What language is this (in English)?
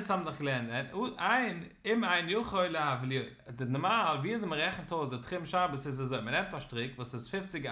Yiddish